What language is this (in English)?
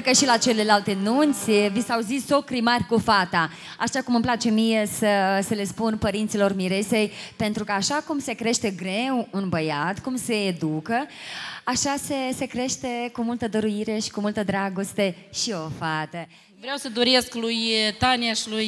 Romanian